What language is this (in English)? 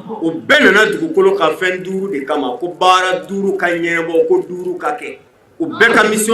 Bambara